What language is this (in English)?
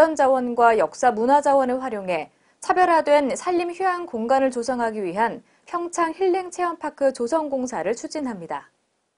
Korean